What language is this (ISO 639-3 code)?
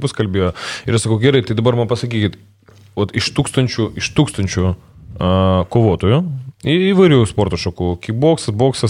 lit